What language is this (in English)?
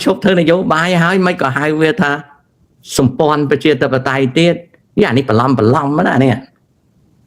Khmer